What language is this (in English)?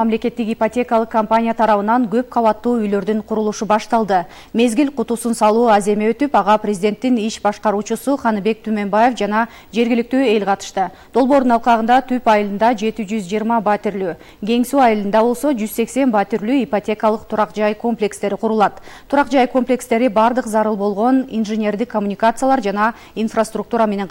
Kyrgyz